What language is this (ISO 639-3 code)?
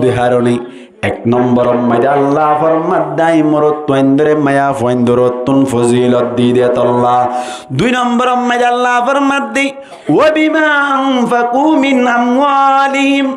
rhg